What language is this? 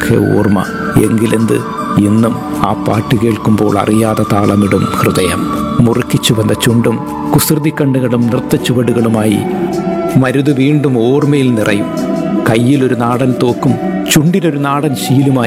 Malayalam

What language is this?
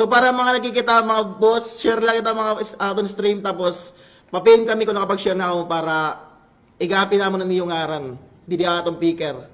Waray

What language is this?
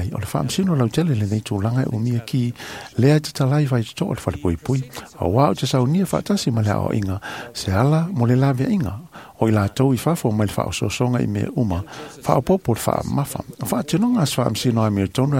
Samoan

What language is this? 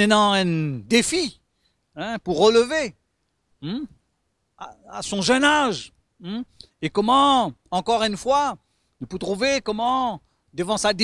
Morisyen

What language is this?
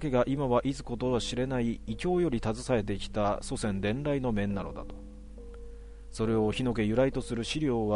Japanese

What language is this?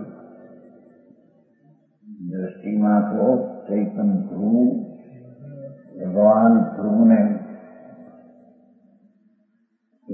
Gujarati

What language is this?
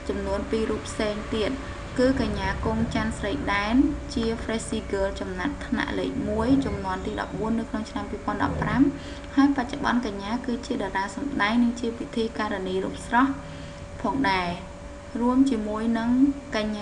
Khmer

